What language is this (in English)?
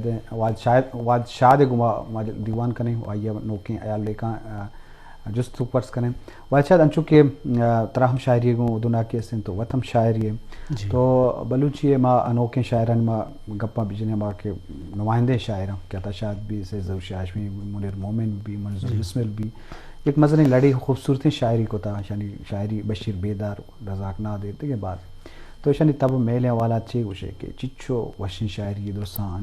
Eastern Balochi